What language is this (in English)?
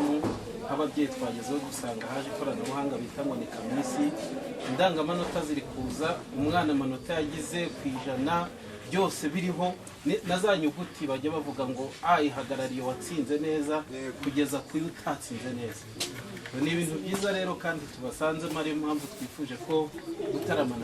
Kinyarwanda